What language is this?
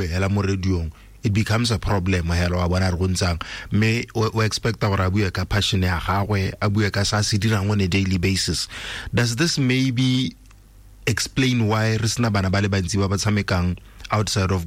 Tswana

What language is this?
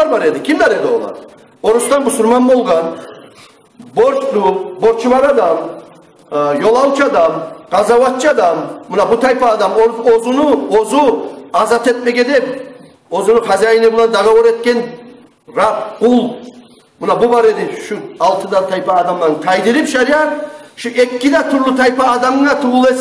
Kumyk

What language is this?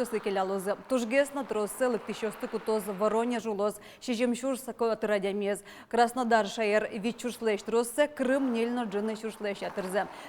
Udmurt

